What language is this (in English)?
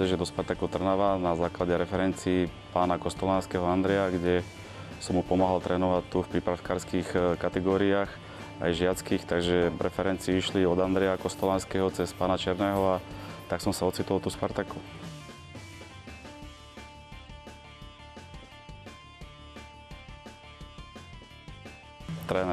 Slovak